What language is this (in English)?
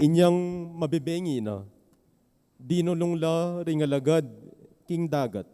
Pampanga